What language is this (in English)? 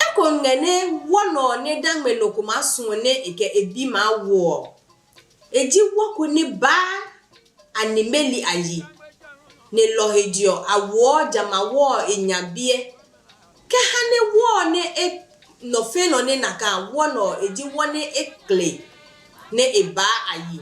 Adangme